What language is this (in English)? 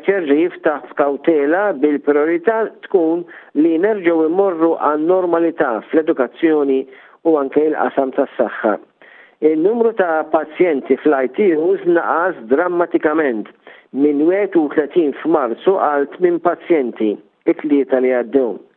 Maltese